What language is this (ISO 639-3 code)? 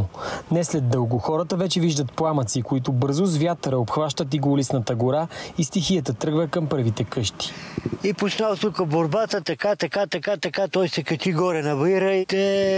bul